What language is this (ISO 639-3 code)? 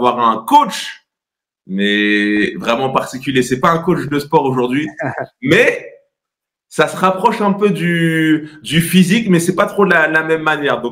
fra